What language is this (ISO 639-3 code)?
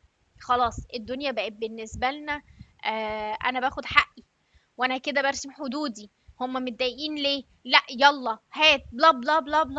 arz